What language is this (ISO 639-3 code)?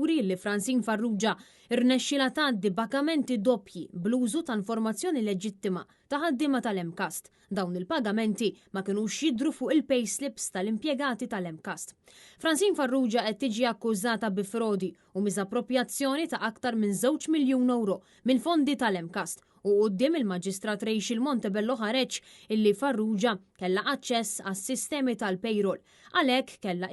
mlt